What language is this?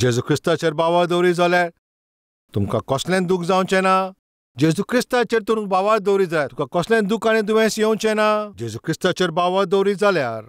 Konkani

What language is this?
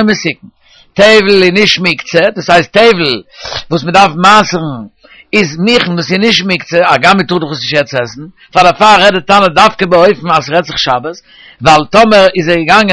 Yiddish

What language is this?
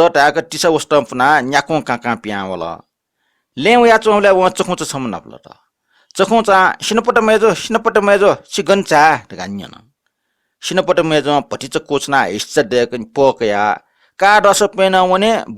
Newari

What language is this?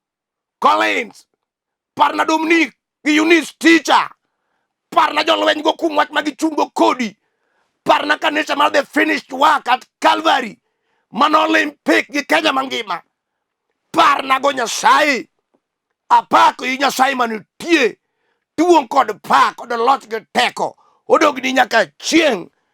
Luo (Kenya and Tanzania)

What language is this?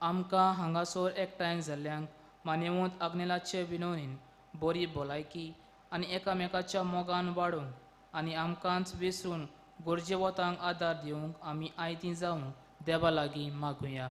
Konkani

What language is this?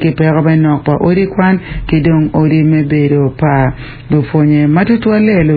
Acoli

